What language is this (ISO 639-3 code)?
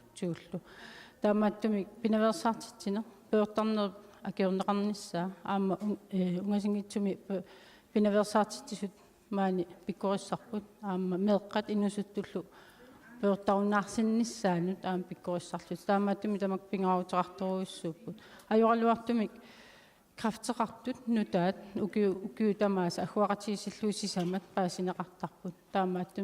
kal